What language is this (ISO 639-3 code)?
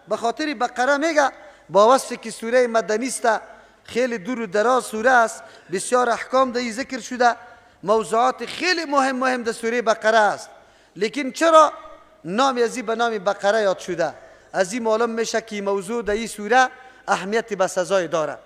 fas